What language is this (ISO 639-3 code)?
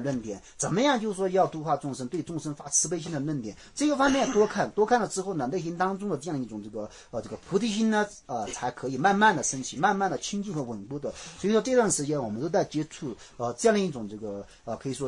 zho